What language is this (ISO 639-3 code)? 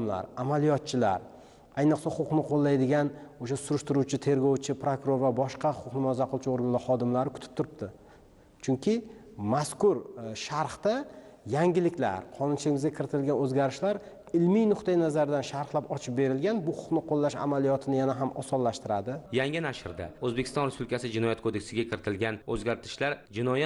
uzb